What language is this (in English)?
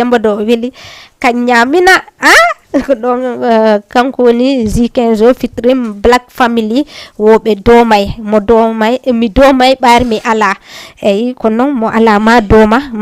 Fula